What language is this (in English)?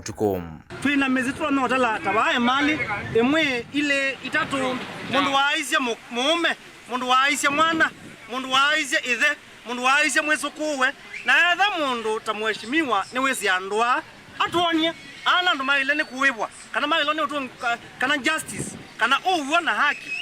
Kamba